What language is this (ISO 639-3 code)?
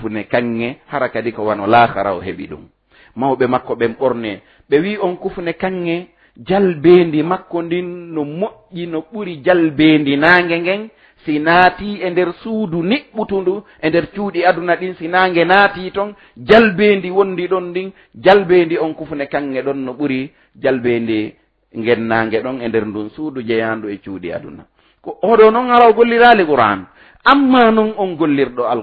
ful